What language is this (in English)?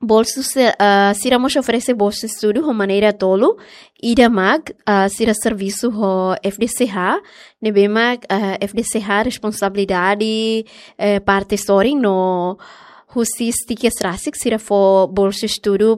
Tetum